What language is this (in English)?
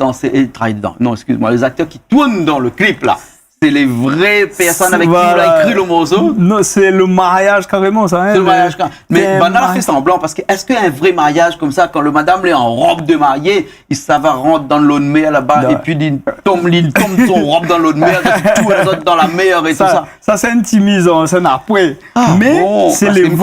Réunion Creole French